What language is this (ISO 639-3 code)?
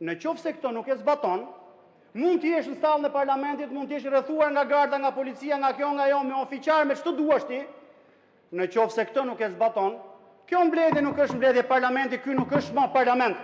sqi